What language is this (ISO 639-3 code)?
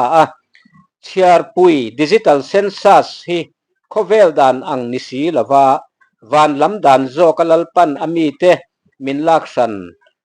lus